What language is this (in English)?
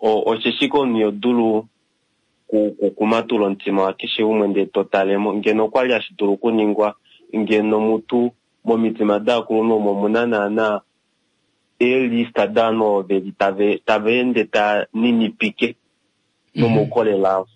Kuanyama